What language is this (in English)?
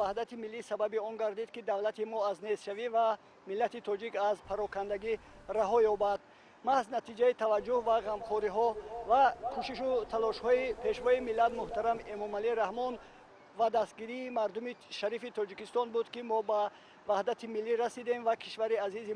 Tajik